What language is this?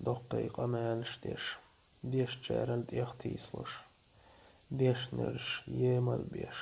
Chechen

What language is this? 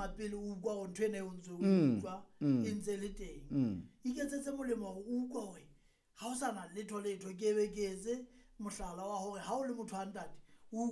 Southern Sotho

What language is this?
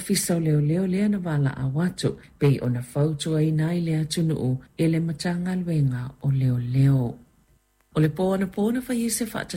Samoan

